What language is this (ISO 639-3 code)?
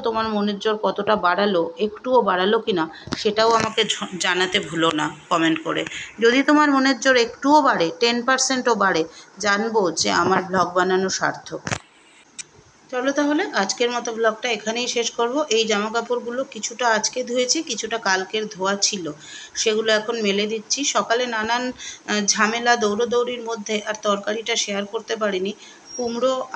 ben